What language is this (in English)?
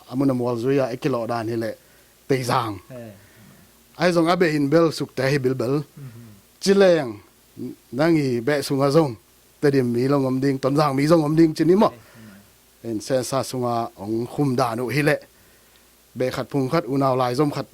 Tedim Chin